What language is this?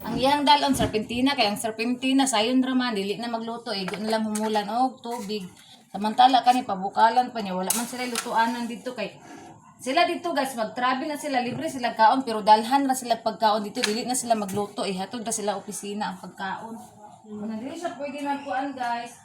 Cebuano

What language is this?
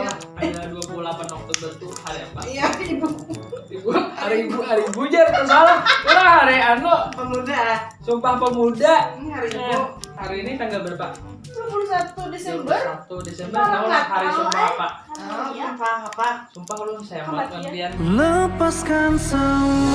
Banjar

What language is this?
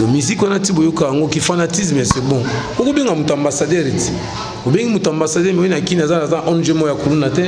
Lingala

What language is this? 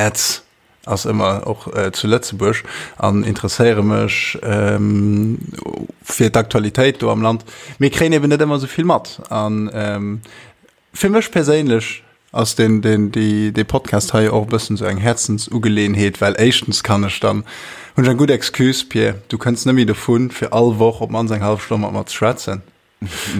Luxembourgish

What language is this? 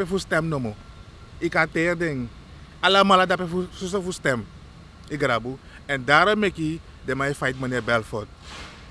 Sranan Tongo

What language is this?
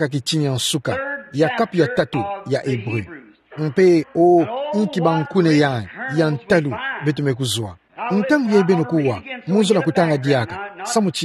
Kituba (Democratic Republic of Congo)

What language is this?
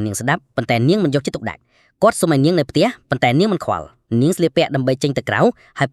Khmer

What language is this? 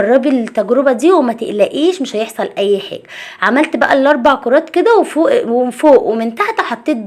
Egyptian Arabic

